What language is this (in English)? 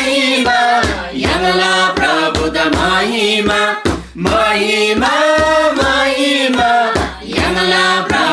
Eastern Tamang